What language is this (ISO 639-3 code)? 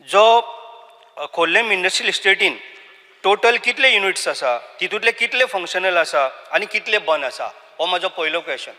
kok